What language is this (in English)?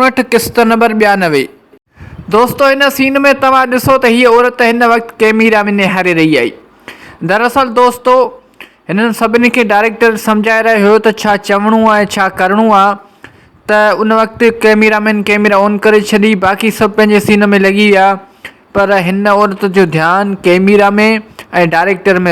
Sindhi